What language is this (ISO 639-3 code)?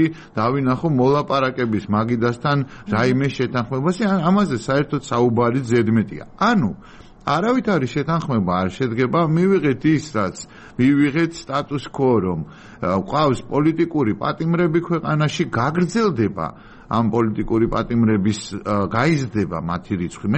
kat